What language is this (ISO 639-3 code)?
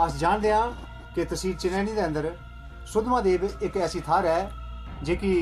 doi